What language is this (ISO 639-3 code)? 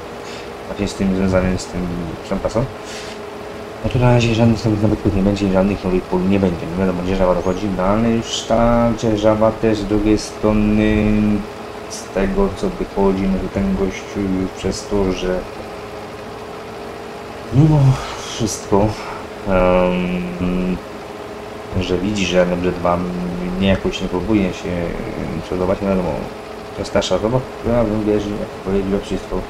pol